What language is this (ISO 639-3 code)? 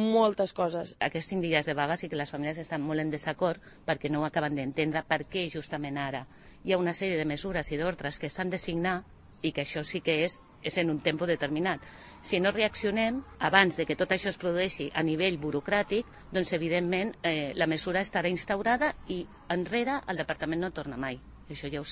cat